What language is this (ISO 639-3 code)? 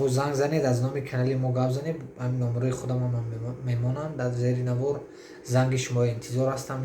tgk